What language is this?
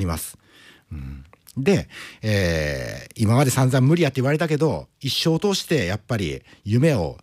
Japanese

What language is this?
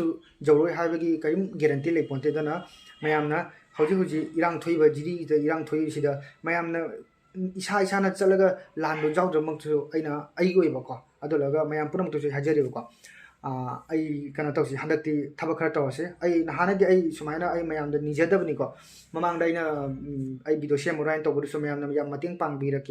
Manipuri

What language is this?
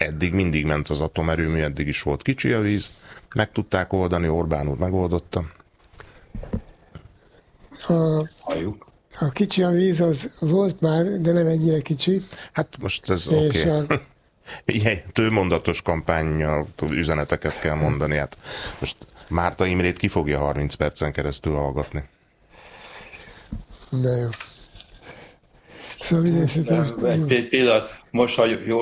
Hungarian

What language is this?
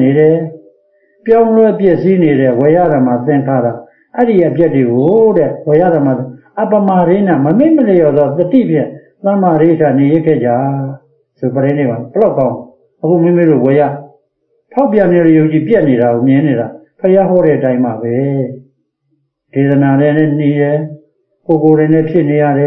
Burmese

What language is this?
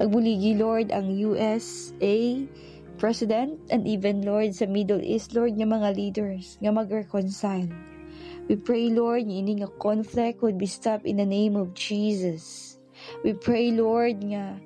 Hiligaynon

